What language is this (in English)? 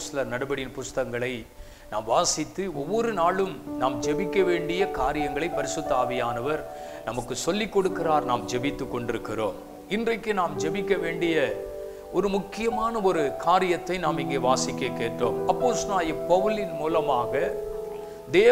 Tamil